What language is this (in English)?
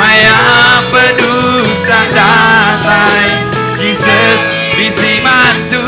Iban